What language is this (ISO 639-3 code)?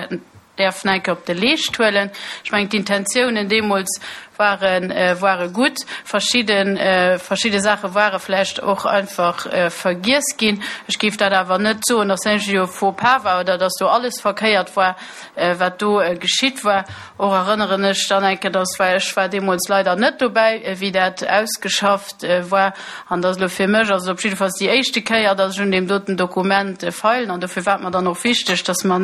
ltz